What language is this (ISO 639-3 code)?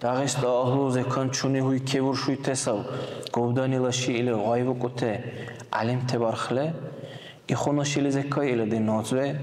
dar